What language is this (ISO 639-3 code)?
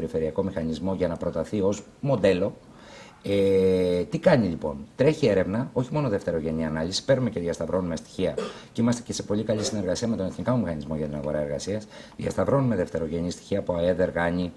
ell